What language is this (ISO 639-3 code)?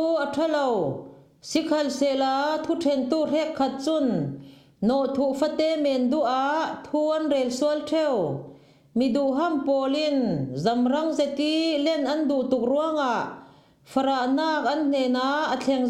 cfm